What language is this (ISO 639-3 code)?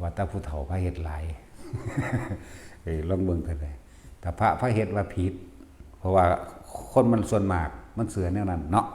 lao